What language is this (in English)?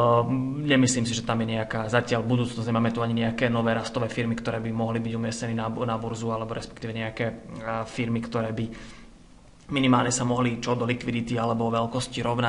Slovak